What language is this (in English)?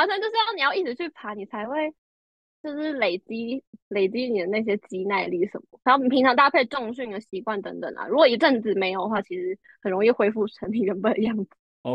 Chinese